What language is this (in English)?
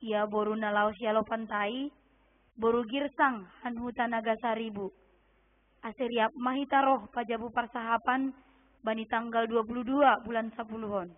Batak Simalungun